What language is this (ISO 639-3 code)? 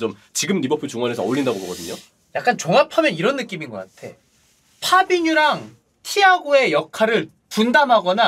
kor